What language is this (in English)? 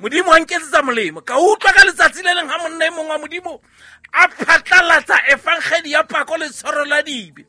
Southern Sotho